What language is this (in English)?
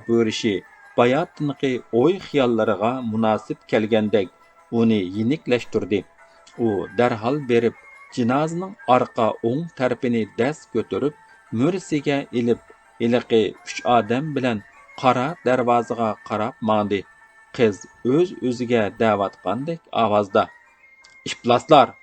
Uyghur